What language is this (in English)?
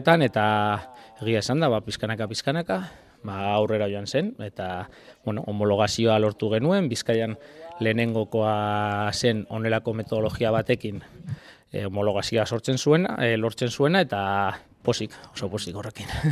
Basque